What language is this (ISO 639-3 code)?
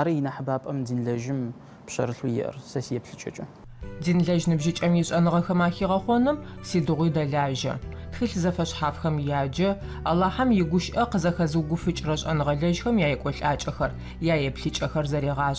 ady